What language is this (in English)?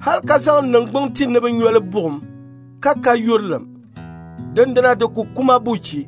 Dagbani